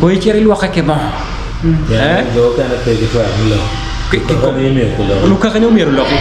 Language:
Acoli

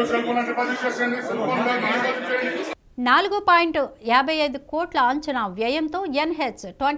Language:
Telugu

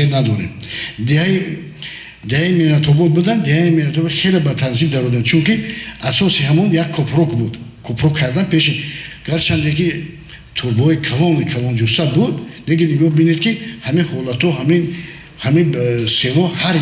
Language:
Tajik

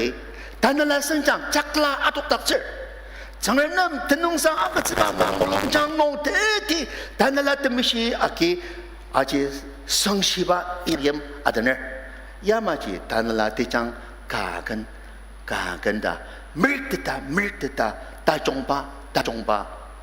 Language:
Ao Naga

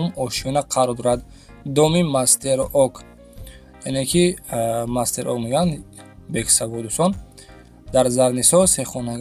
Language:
Tajik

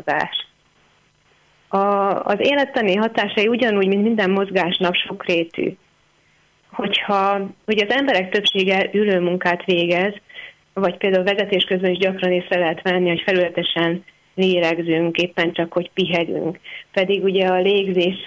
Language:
Hungarian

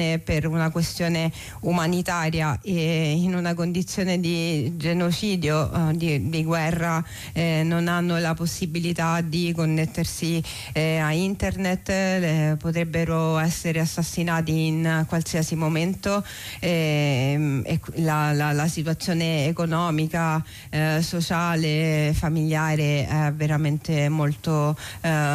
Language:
Italian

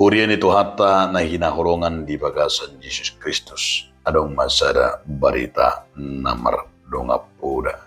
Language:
Batak Toba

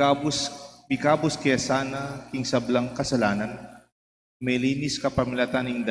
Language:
Pampanga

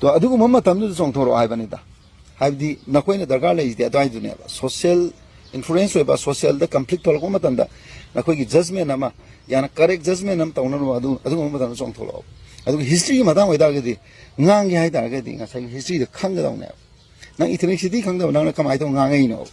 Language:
Manipuri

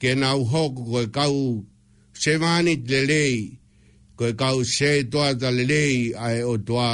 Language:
Tongan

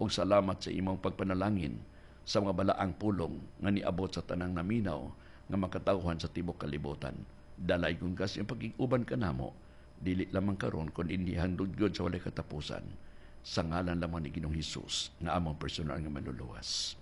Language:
Cebuano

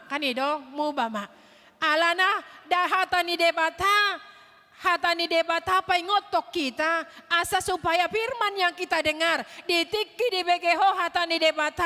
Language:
Batak Toba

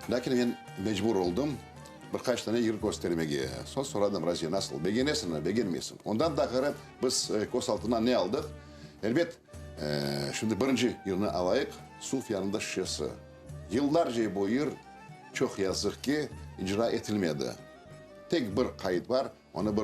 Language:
Crimean Tatar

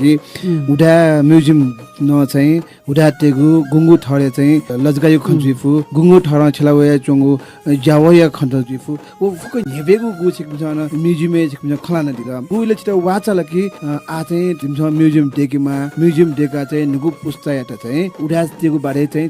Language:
Newari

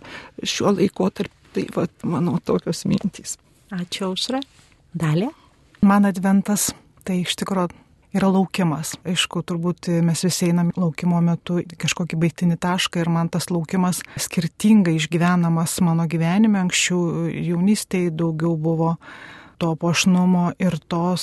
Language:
Lithuanian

